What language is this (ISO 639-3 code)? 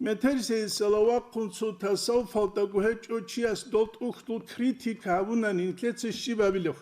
ava